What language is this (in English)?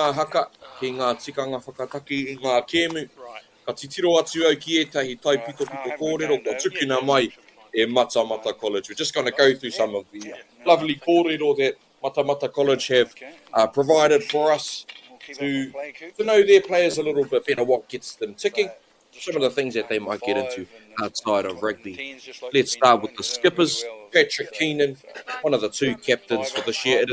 Māori